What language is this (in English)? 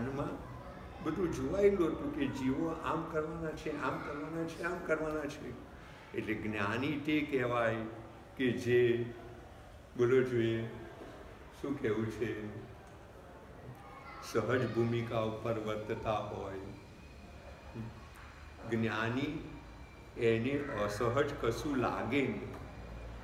Gujarati